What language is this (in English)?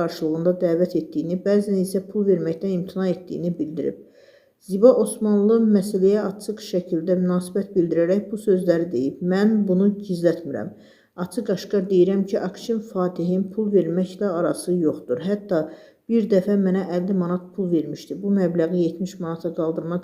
Azerbaijani